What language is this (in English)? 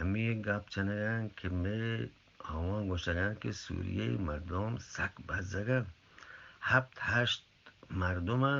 Eastern Balochi